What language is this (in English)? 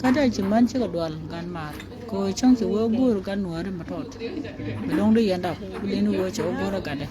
Nuer